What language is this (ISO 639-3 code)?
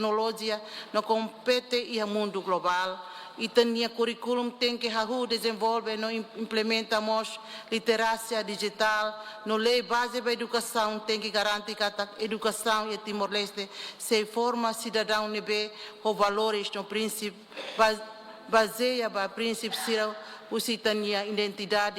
tet